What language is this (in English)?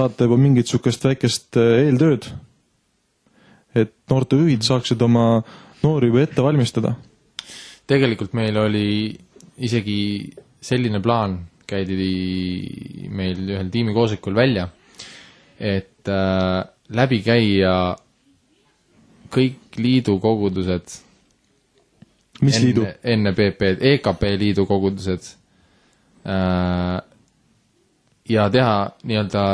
Estonian